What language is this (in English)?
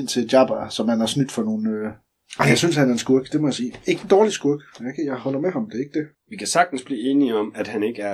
Danish